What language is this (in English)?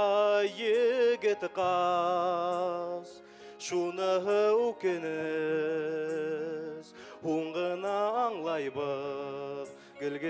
Bashkir